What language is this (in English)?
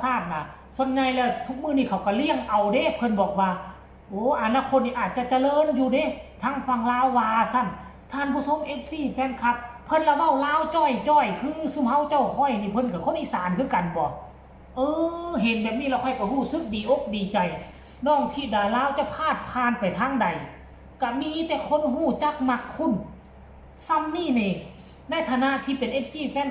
Northeastern Thai